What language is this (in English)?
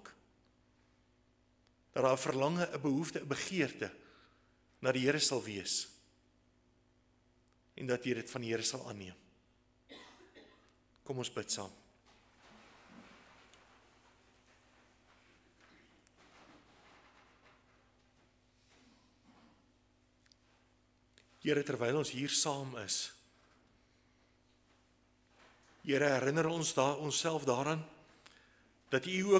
Afrikaans